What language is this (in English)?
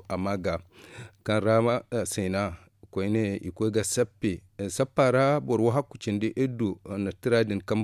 Zarma